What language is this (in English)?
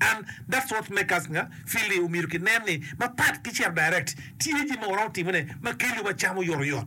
Acoli